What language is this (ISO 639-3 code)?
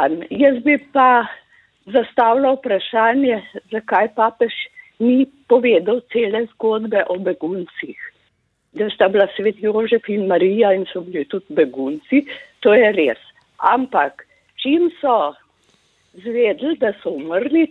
slv